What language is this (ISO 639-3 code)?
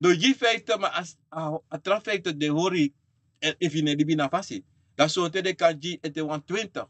srn